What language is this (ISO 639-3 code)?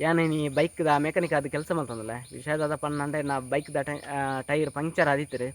tcy